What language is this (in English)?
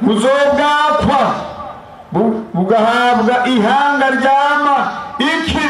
Rundi